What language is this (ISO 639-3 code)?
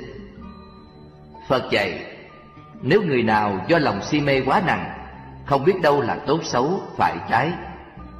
vie